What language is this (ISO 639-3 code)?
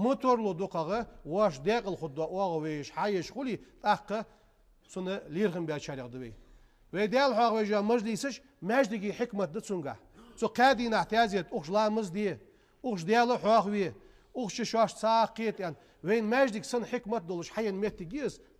inh